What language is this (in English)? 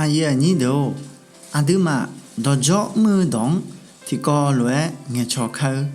Akha